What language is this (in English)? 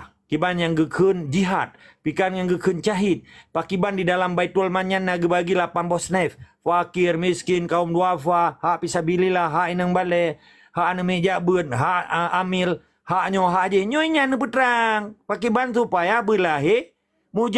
Achinese